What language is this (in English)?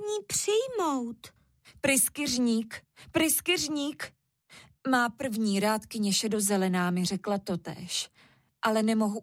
Czech